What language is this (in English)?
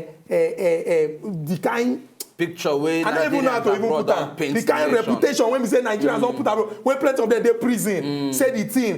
Nigerian Pidgin